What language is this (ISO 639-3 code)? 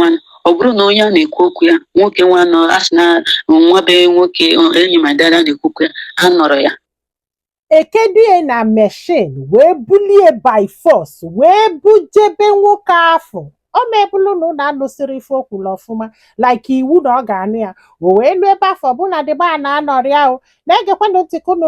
ibo